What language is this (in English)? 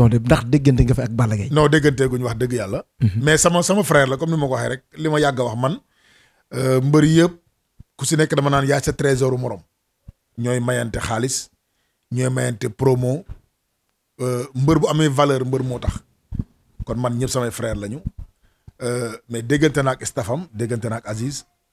Wolof